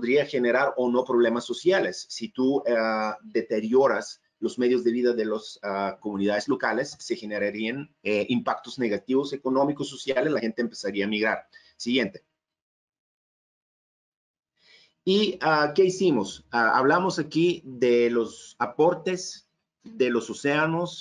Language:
Spanish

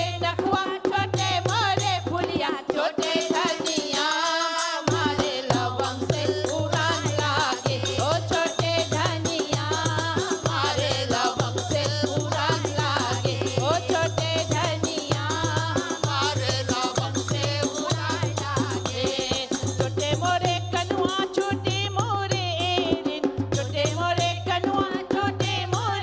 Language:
Bhojpuri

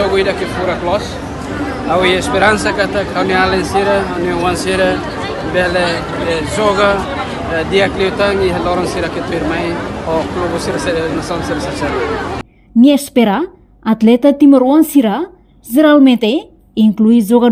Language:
Tetum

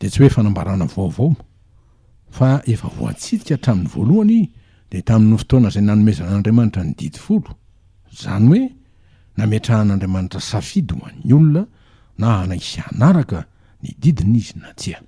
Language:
Malagasy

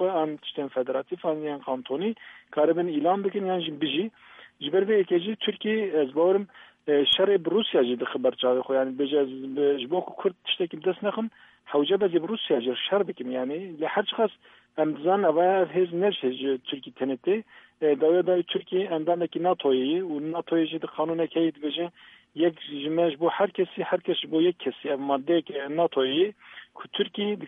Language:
Kurdish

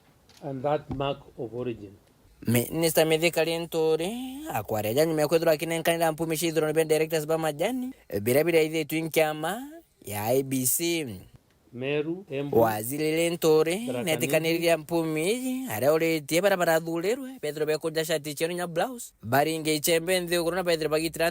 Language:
Meru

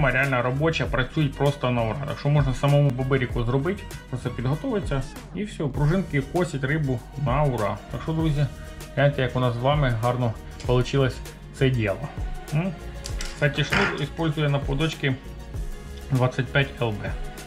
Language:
Ukrainian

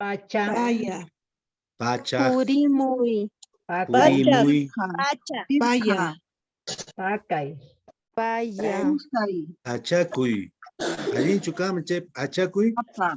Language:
Quechua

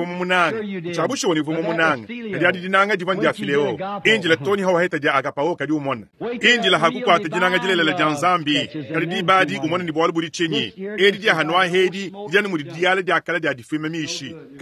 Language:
Luba-Lulua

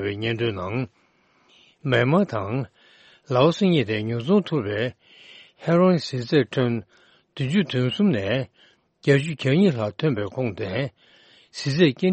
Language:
Tibetan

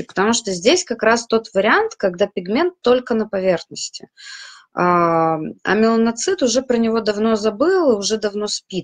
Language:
Russian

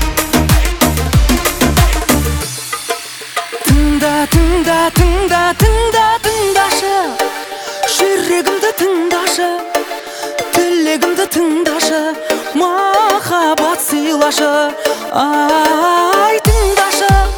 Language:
Kazakh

